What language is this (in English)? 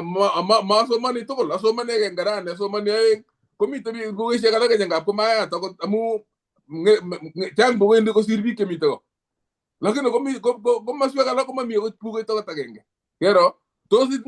Kalenjin